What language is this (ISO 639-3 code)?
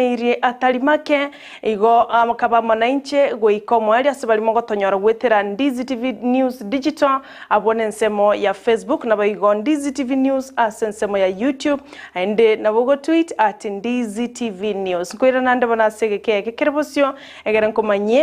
guz